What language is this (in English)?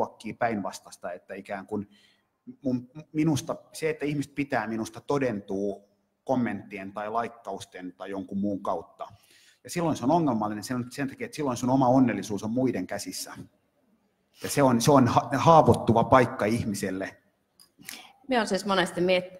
Finnish